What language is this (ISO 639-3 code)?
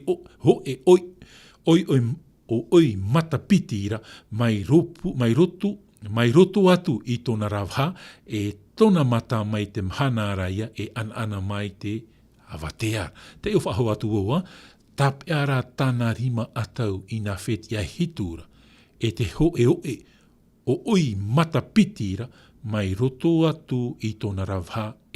tah